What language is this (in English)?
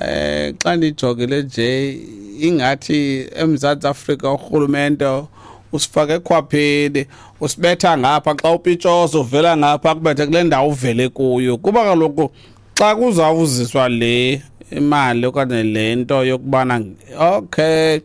Xhosa